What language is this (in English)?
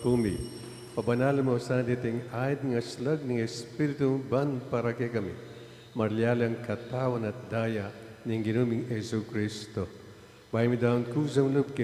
Pampanga